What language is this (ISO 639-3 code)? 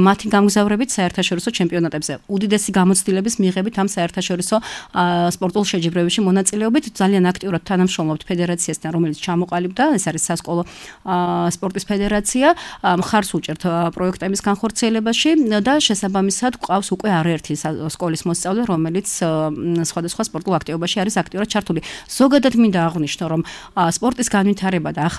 kat